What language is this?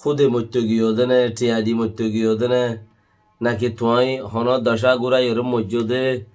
Rohingya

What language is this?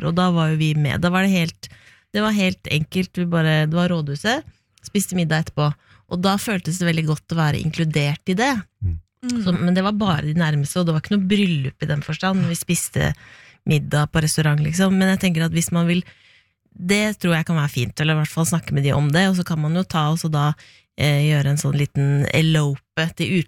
Norwegian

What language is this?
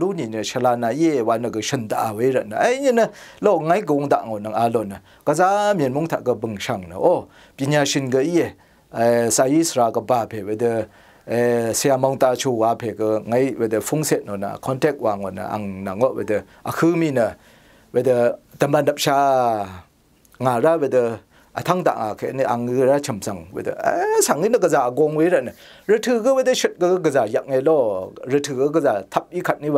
Rawang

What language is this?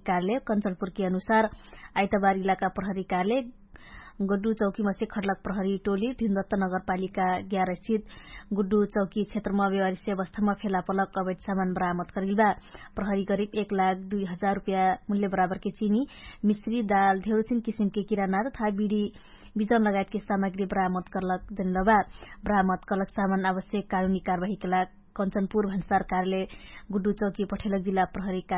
Dangaura Tharu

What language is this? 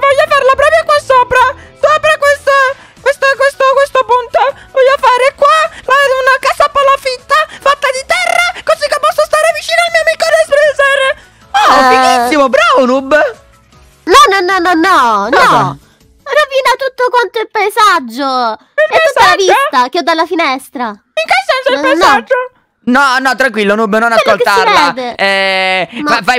Italian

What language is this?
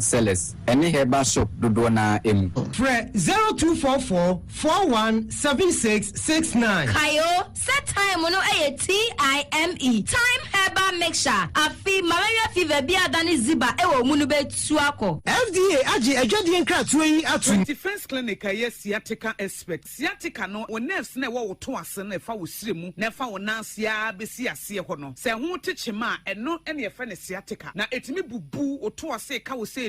Akan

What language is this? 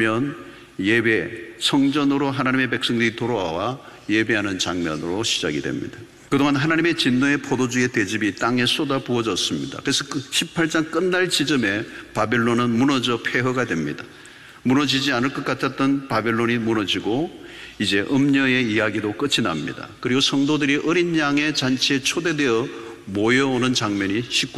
Korean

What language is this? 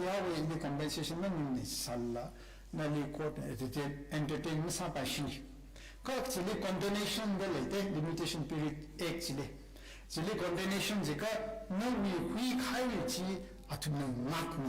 Tangkhul Naga (India)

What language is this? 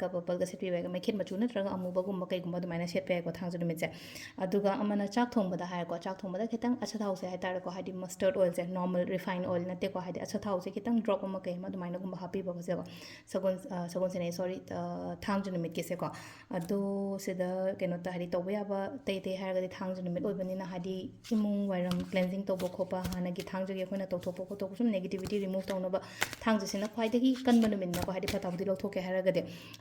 Manipuri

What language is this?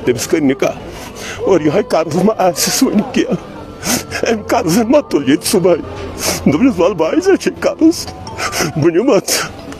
Kashmiri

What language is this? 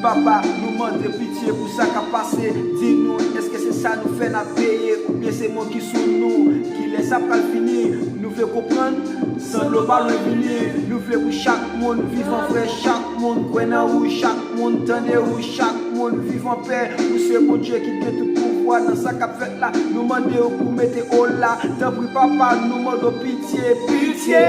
Haitian Creole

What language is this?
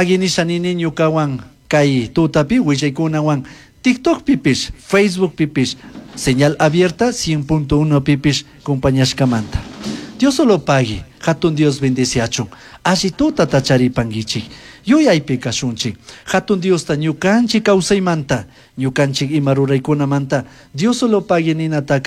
Chimborazo Highland Quichua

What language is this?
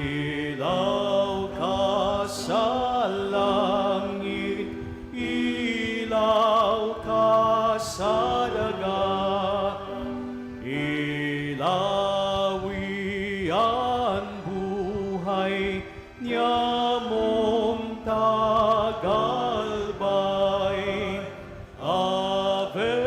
Bikol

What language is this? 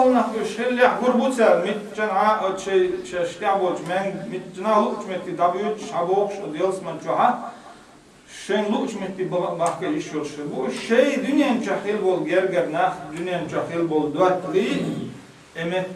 Chechen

